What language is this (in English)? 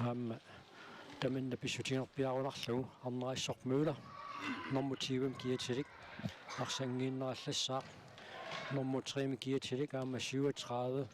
Kalaallisut